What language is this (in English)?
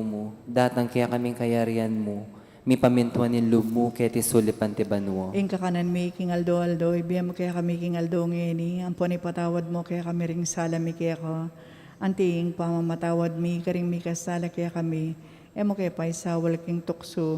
Pampanga